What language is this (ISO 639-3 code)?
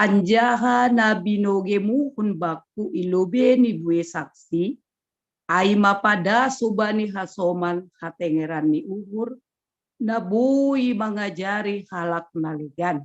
bts